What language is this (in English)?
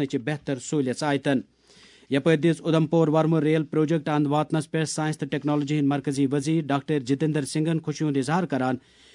Kashmiri